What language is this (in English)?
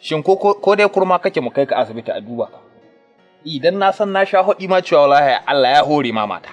Hausa